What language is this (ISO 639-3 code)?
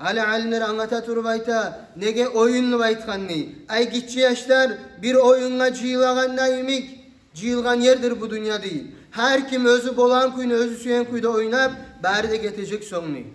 kum